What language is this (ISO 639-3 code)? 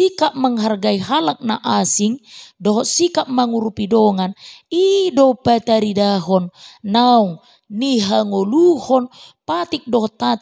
bbc